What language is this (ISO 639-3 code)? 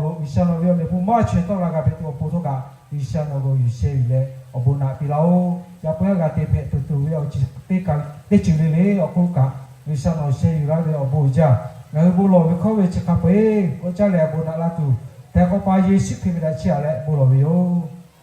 lhu